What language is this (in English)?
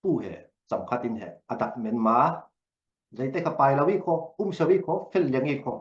Falam Chin